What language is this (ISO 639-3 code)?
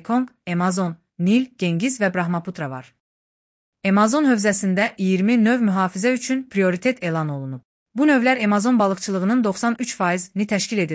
aze